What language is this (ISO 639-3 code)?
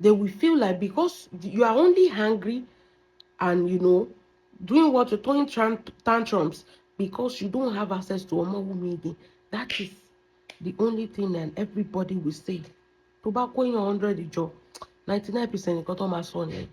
yor